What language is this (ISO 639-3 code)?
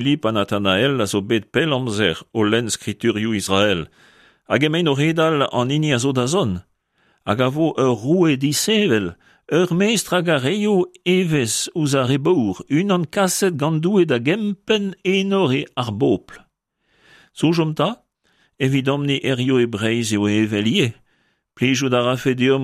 bre